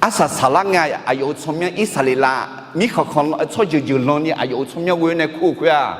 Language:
Akha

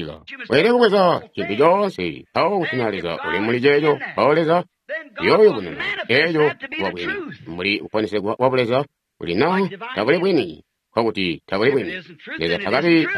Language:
Tonga (Zambia)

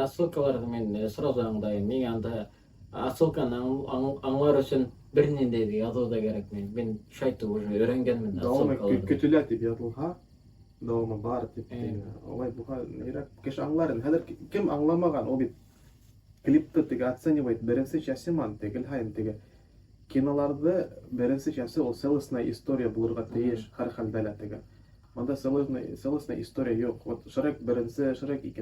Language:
Bashkir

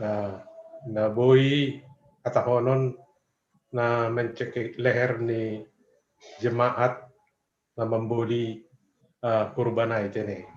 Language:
Batak Simalungun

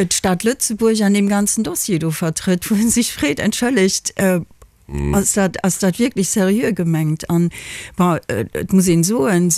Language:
Luxembourgish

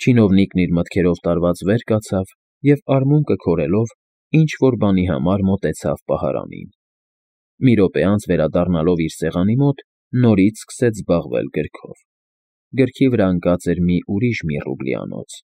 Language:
Armenian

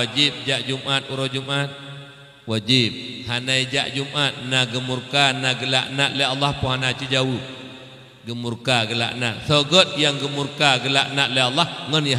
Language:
Achinese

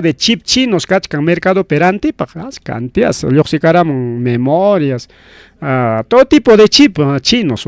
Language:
Ayacucho Quechua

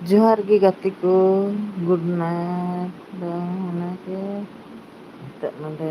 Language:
Santali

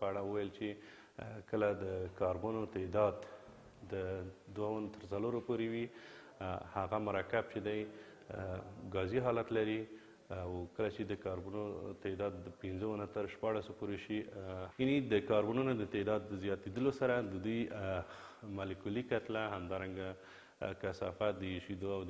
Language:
Pashto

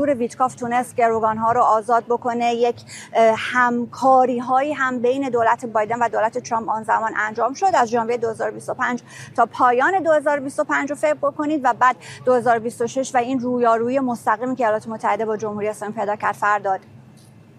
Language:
Persian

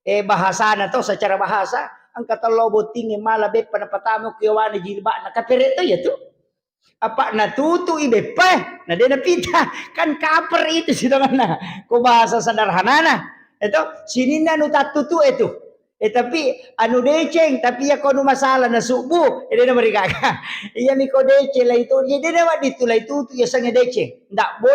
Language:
Buginese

